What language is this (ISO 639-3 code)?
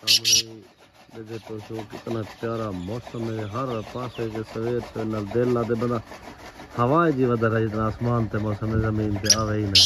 skr